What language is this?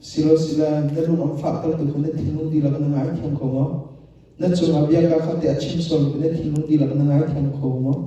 Hakha Chin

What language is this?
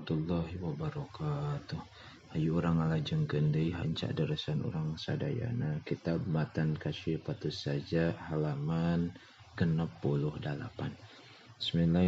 Sundanese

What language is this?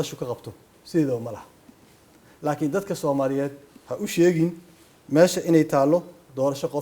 Somali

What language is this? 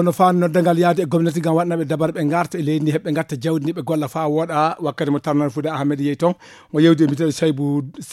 Fula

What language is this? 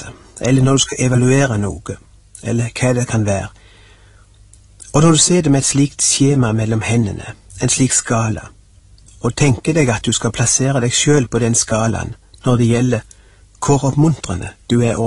Norwegian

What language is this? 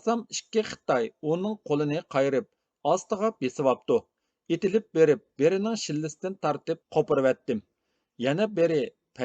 Uyghur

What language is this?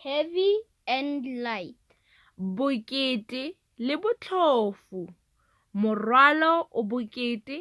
Tswana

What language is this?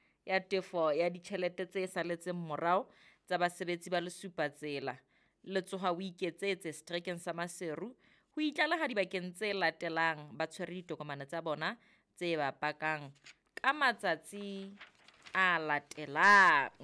Southern Sotho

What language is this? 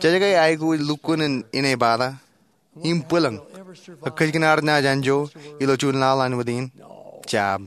Marshallese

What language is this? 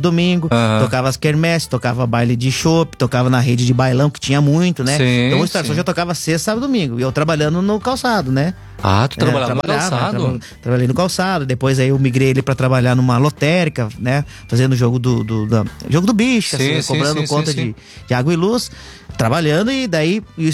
Portuguese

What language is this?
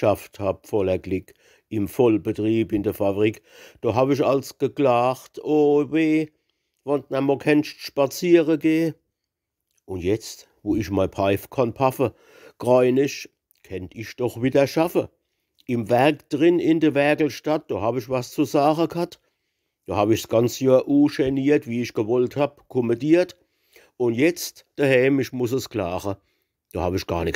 Palatine German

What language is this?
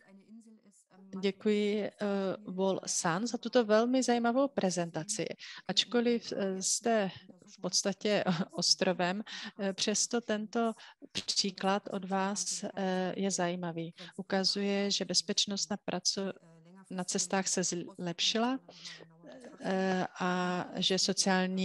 Czech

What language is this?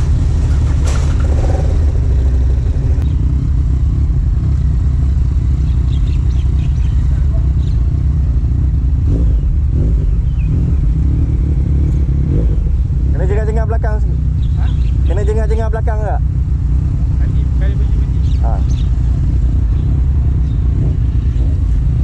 Malay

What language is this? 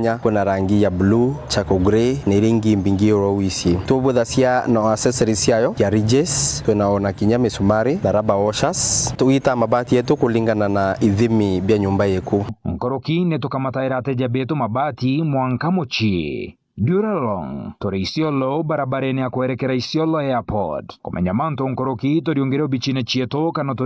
Meru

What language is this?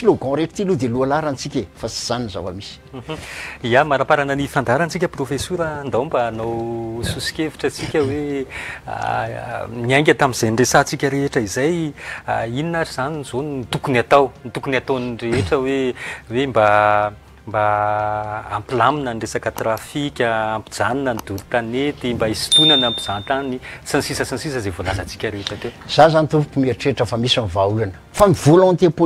Malagasy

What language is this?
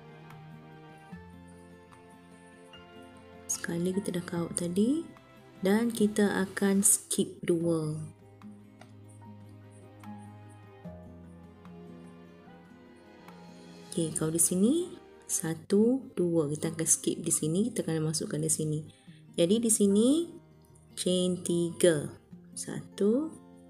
Malay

